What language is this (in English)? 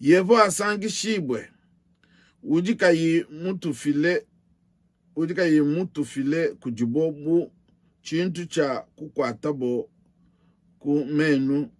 Luba-Lulua